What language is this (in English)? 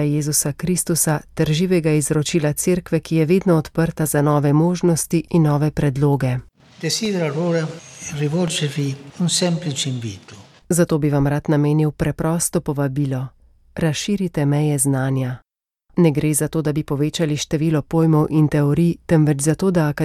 Slovenian